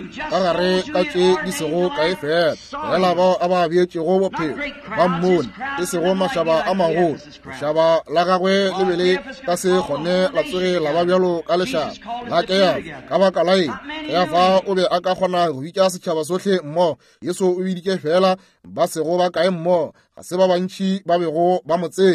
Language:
Northern Sotho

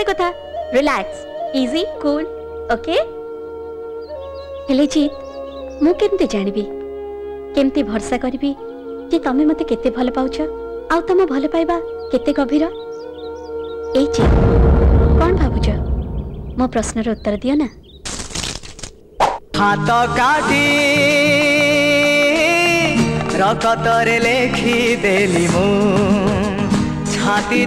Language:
Odia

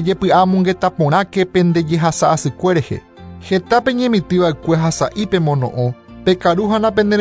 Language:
Guarani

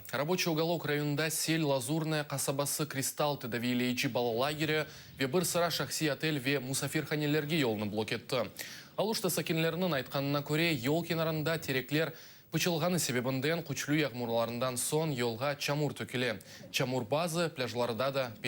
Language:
Crimean Tatar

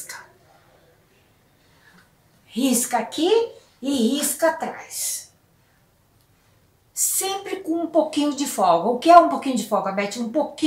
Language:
Portuguese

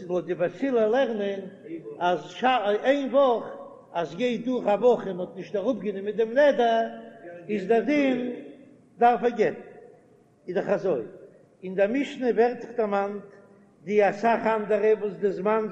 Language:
Yiddish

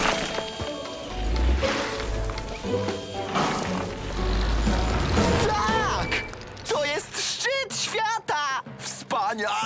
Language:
Polish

